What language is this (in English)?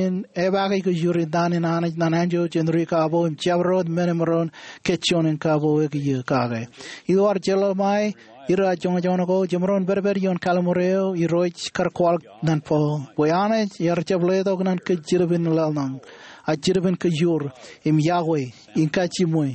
Marshallese